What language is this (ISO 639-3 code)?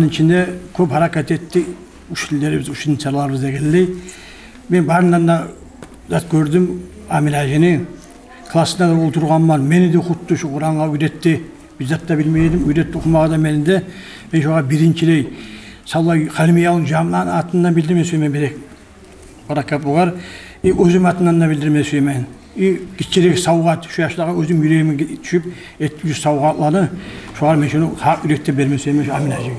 kum